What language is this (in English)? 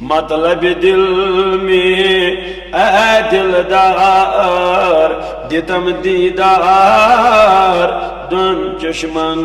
Kashmiri